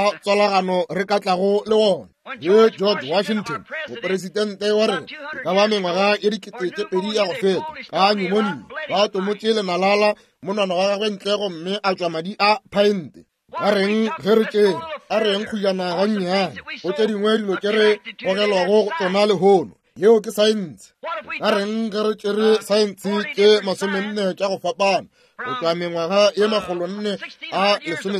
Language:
Northern Sotho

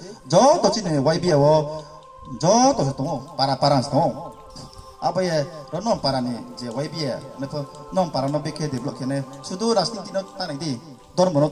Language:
Riang (India)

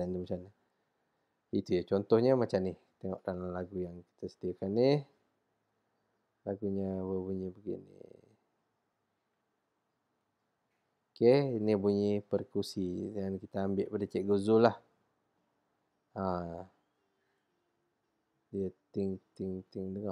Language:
Malay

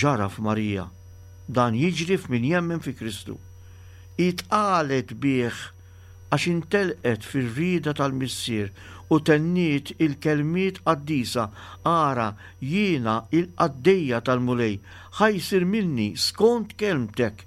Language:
Maltese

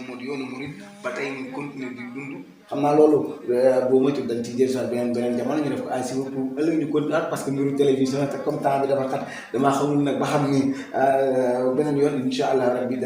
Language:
Wolof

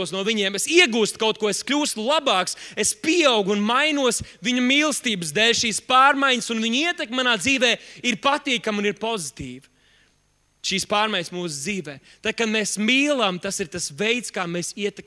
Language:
Latvian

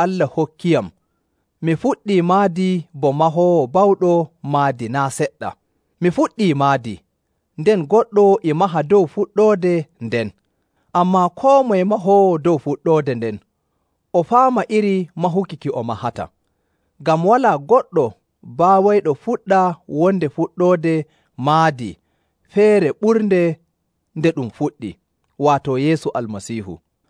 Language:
Nigerian Fulfulde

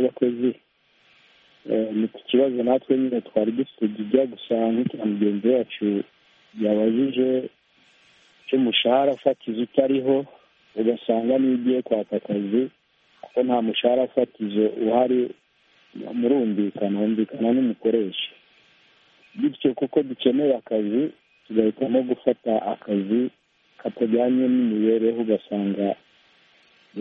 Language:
Kinyarwanda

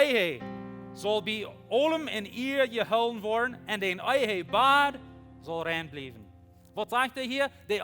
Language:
Plautdietsch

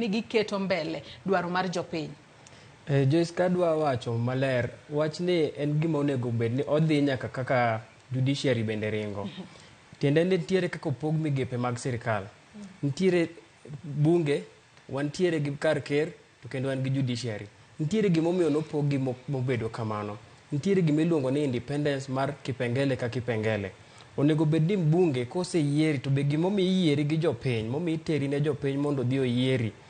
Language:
Luo (Kenya and Tanzania)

